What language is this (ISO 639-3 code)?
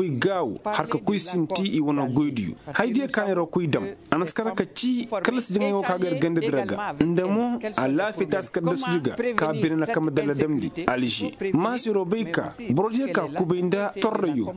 ses